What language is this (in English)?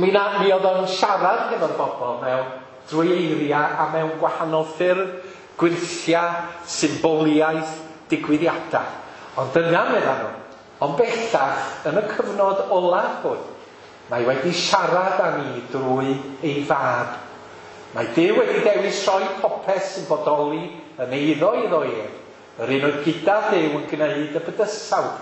Welsh